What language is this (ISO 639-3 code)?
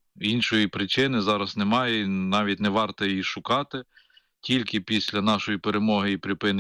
ukr